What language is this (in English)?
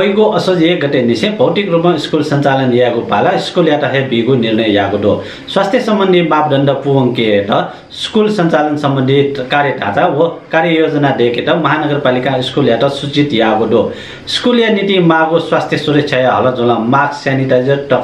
Newari